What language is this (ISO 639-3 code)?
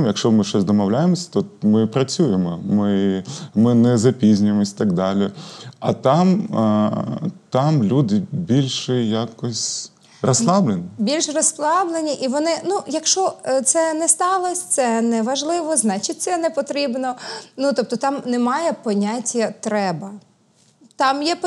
ukr